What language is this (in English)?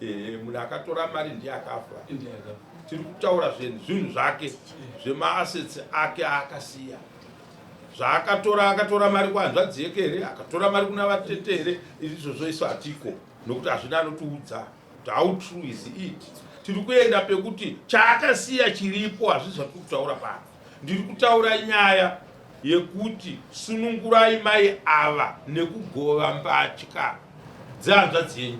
Shona